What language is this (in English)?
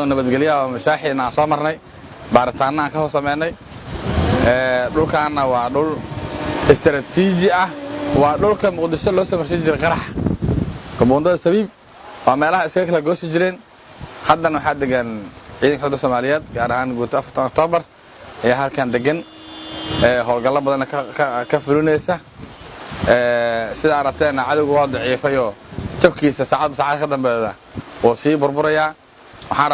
Somali